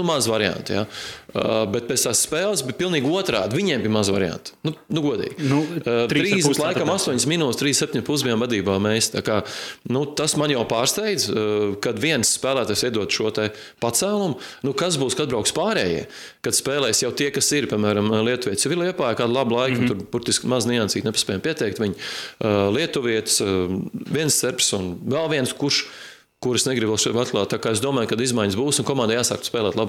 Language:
Latvian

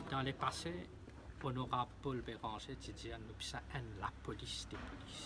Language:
Morisyen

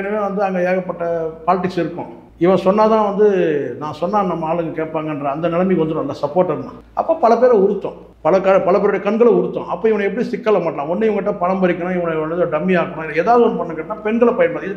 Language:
Tamil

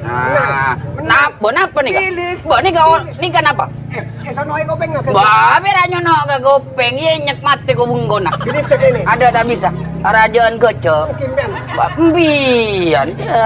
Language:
Madurese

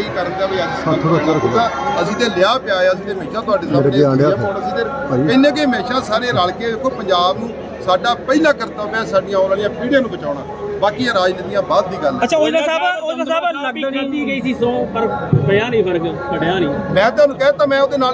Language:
Punjabi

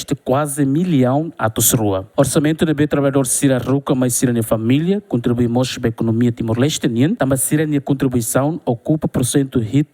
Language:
Tetum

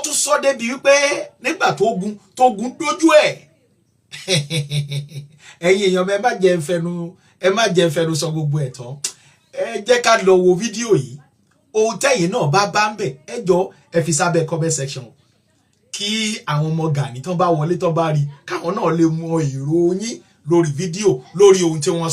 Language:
Yoruba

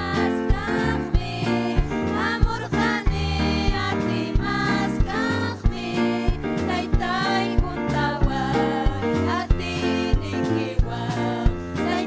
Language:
Ayacucho Quechua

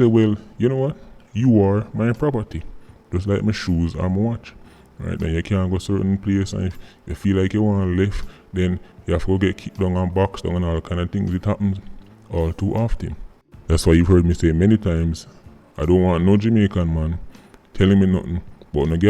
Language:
Jamaican Creole English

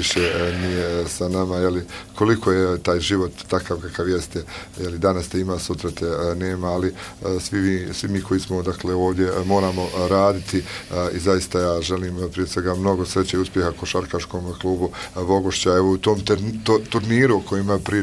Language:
Bosnian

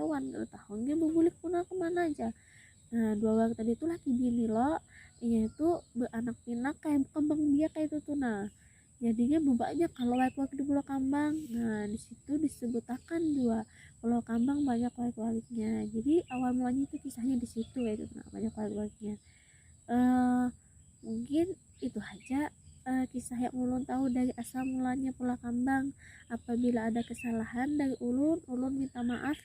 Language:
Banjar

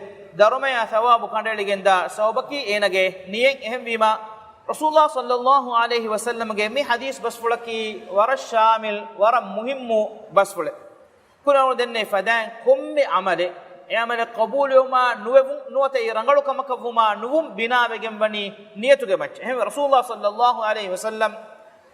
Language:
Divehi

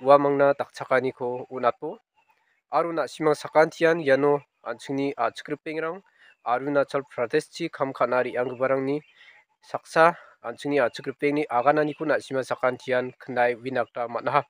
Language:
Garo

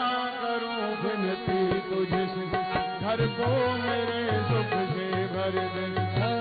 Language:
Hindi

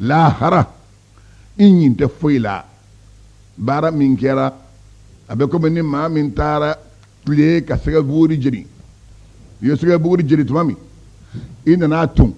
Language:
Bambara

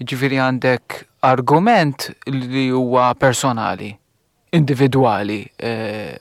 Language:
Maltese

